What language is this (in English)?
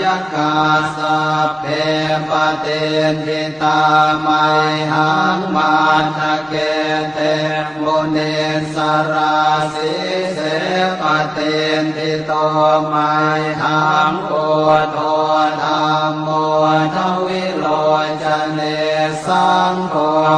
Pali